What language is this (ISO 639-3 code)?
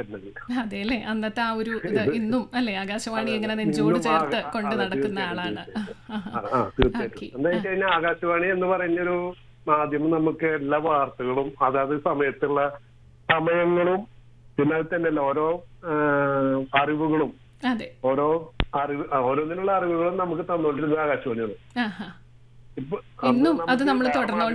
mal